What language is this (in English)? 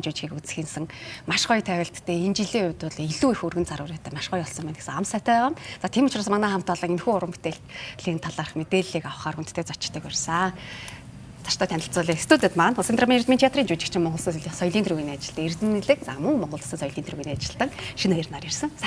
Mongolian